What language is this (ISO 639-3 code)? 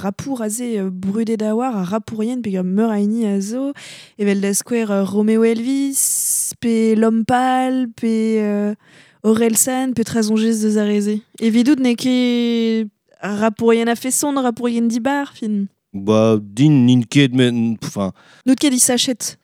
bre